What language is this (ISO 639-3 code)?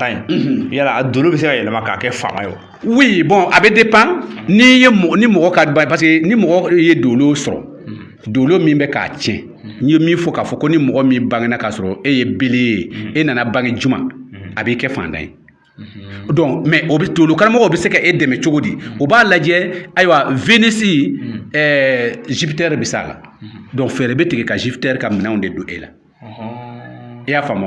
bam